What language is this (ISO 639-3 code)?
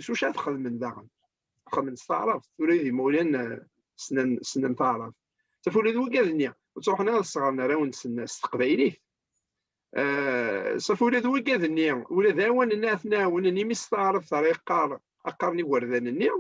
kab